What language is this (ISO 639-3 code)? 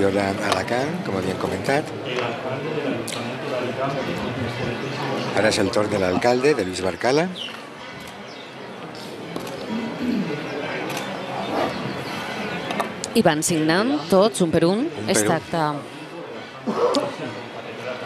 cat